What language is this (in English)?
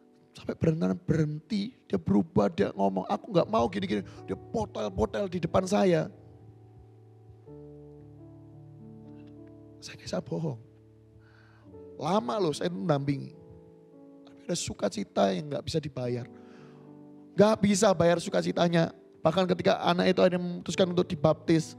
Indonesian